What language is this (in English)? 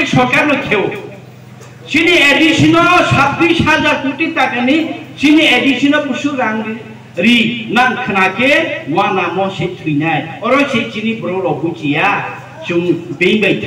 Riang (India)